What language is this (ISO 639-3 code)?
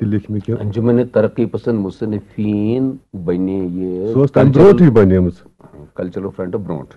kas